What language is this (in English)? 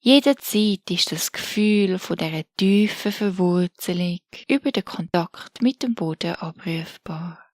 Swiss German